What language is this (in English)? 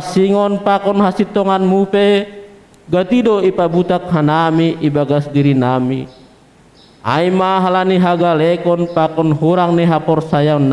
Batak Simalungun